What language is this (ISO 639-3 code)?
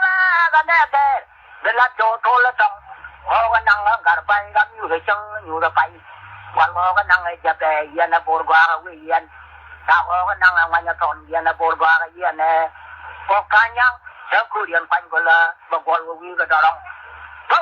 nus